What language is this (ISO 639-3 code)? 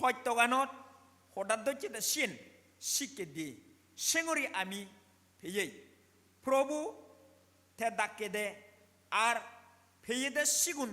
ccp